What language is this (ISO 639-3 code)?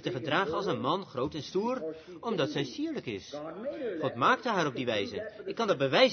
nld